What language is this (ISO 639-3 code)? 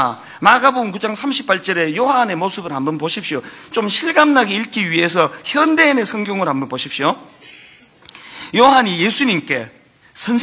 kor